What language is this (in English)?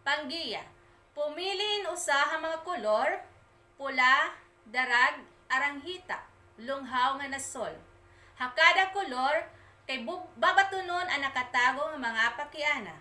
Waray